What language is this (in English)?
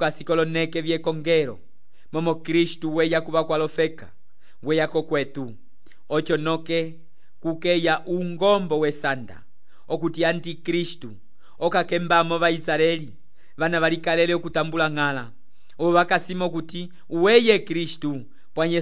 Umbundu